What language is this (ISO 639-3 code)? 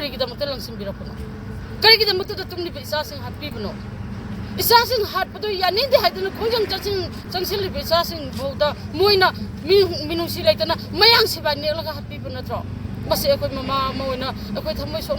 mni